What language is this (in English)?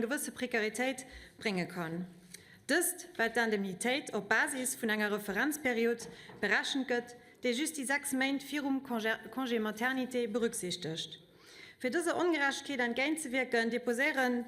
Luxembourgish